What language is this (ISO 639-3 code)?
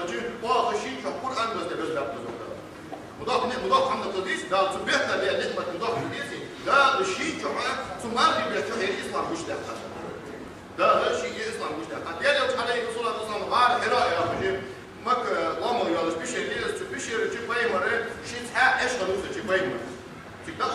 inh